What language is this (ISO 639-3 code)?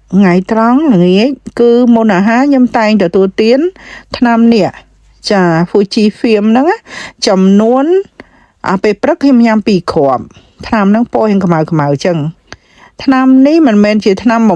khm